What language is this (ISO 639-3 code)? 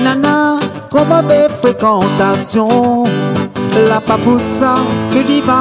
rcf